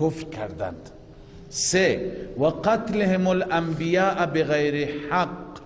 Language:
Persian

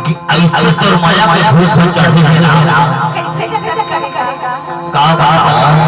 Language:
Chhattisgarhi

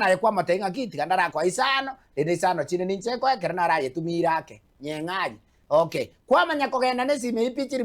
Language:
Gusii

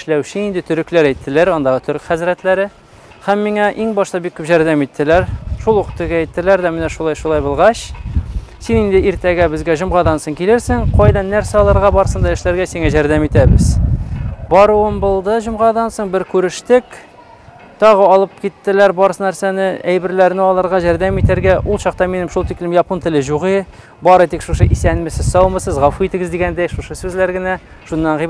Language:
Tatar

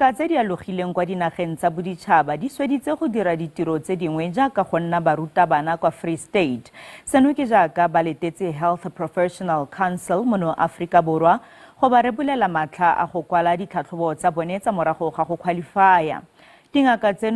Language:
Tswana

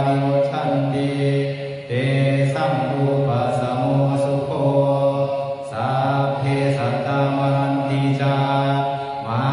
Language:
Pali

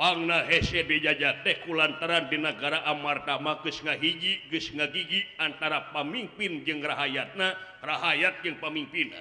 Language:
Sundanese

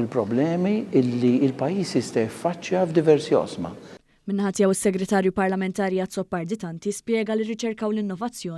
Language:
Maltese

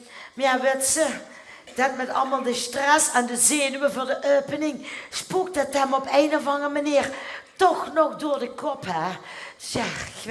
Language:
Limburgish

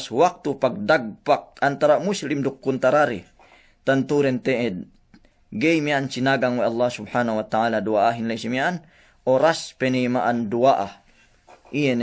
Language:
Yakan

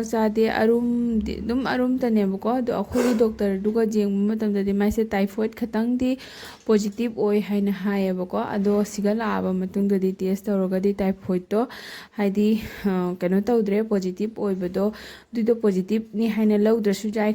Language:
Manipuri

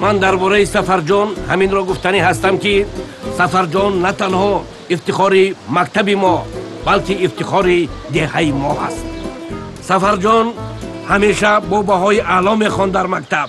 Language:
Tajik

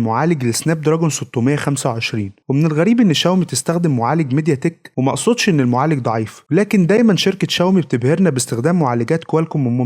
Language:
Egyptian Arabic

